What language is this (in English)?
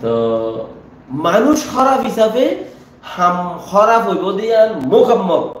Rohingya